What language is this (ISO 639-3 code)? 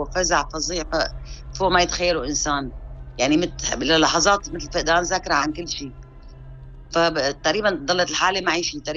apc